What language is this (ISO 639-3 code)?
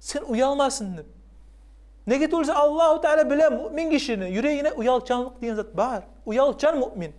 kum